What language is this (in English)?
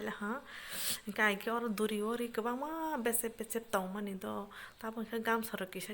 Kok Borok